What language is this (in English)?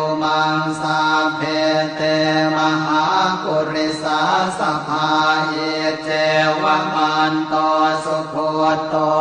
Pali